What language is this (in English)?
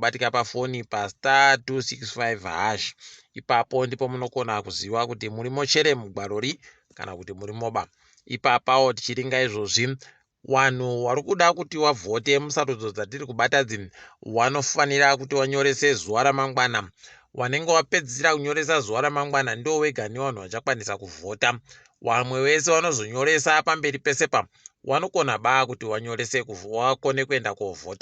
Ndau